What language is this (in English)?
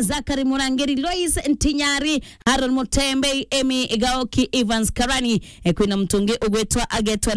Meru